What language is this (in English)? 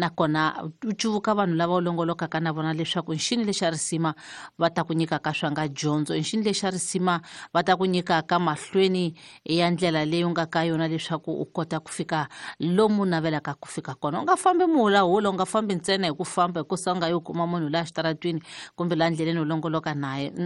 Tsonga